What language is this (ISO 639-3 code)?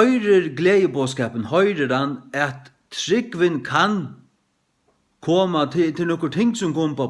fao